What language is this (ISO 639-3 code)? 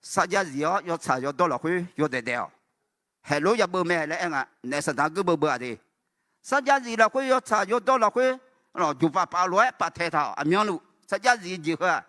ahk